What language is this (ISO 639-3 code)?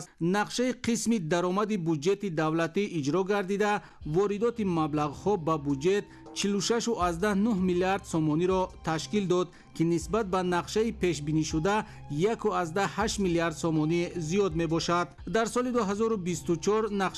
tgk